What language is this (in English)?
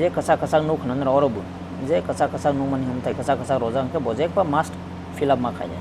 Kok Borok